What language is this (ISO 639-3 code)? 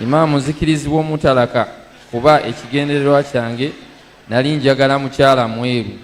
lug